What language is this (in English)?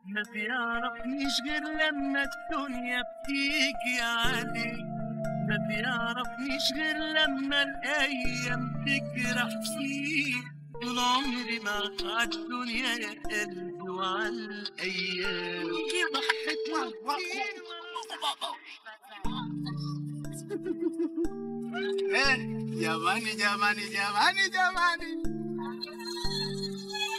Swahili